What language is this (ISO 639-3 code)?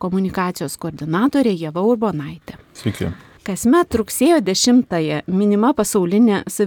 lit